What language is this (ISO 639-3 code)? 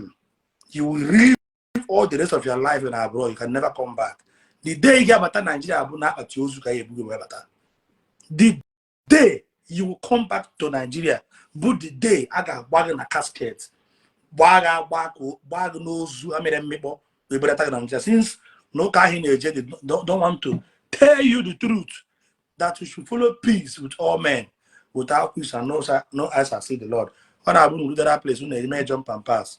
ibo